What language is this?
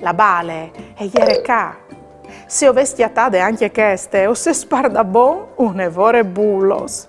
Friulian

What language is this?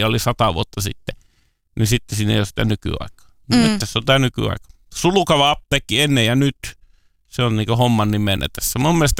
Finnish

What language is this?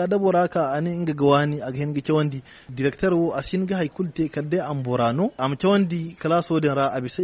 Zarma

